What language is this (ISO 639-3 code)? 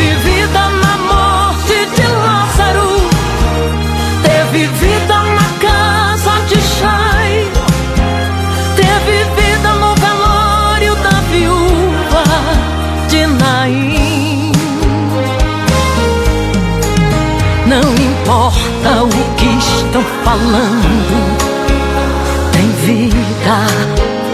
por